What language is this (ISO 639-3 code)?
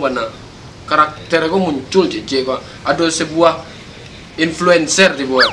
min